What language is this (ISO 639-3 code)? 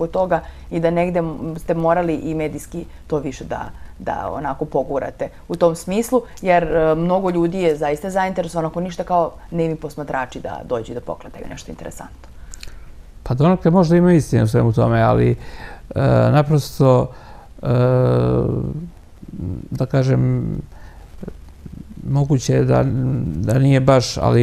srp